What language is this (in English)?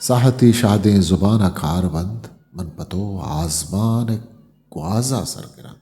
Eastern Balochi